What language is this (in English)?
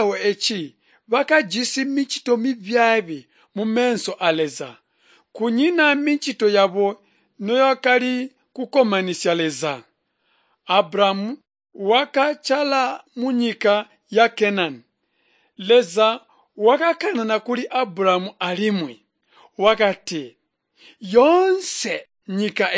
Tonga (Zambia)